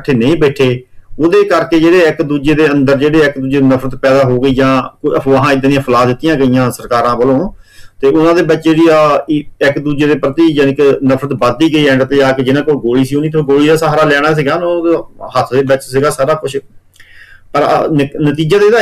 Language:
Punjabi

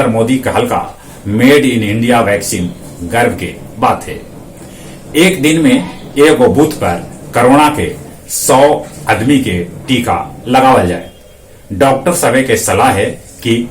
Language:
Magahi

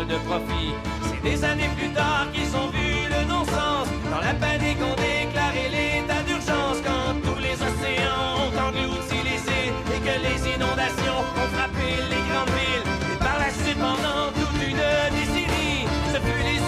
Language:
French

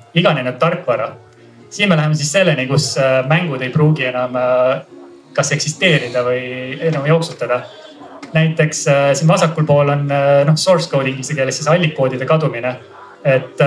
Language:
Estonian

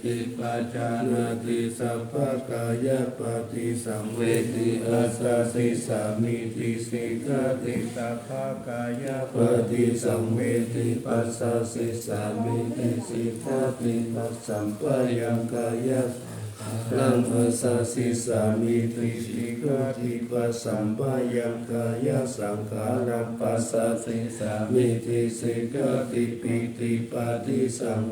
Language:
Pali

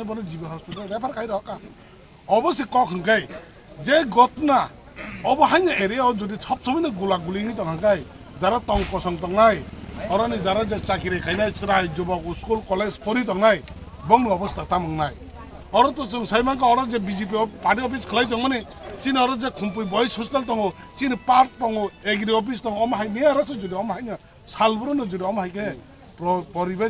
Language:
Kok Borok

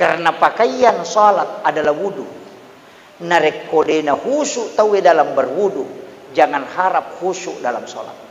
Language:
Buginese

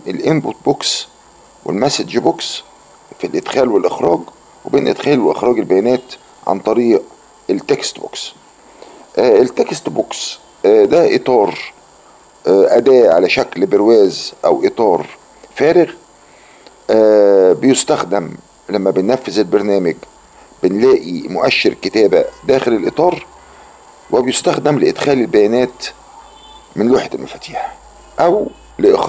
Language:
Egyptian Arabic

